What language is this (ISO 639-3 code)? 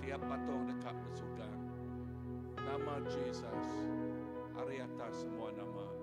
iba